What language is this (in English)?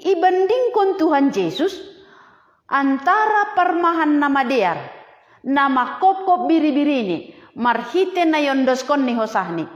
Batak Simalungun